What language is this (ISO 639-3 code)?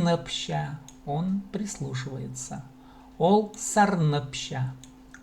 kjh